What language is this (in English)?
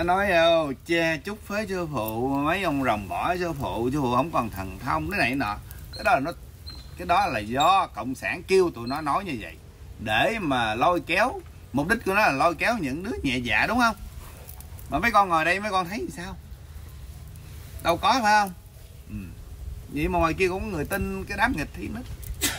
Vietnamese